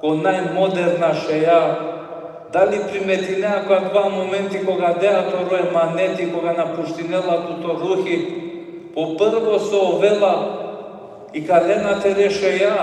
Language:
Balkan Romani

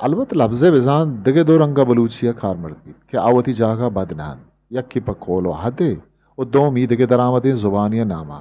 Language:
Eastern Balochi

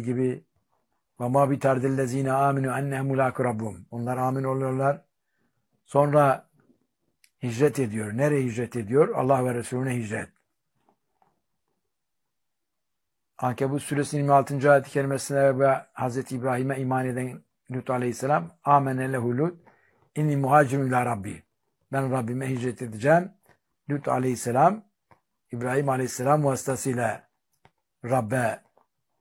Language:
Turkish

